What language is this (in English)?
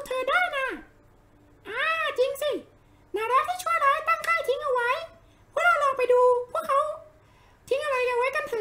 Thai